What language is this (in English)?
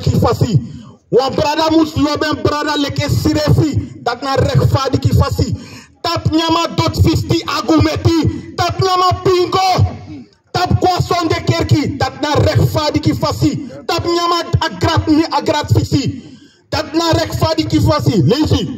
Sranan Tongo